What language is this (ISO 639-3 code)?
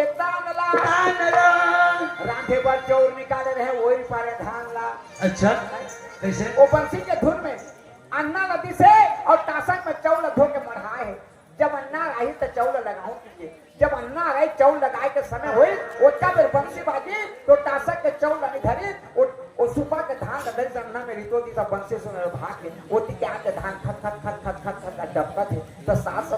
hne